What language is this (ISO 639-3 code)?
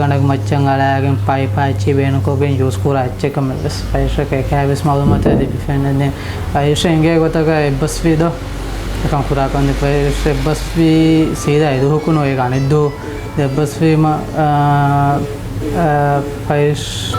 div